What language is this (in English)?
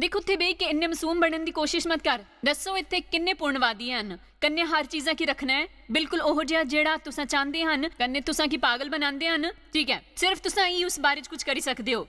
Dogri